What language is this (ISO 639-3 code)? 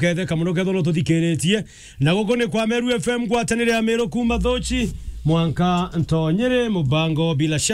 mer